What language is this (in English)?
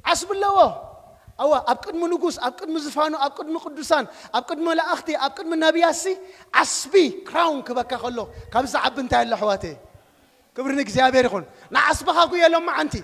Tigrinya